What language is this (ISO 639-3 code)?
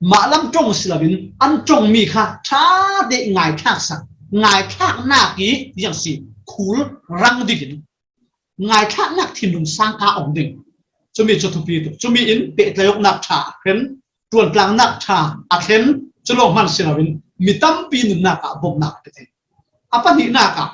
cfm